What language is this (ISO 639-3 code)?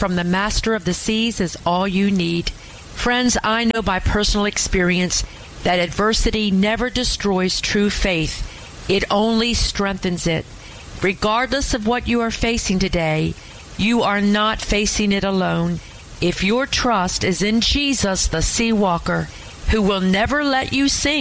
eng